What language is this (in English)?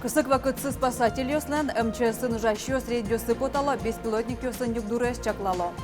Udmurt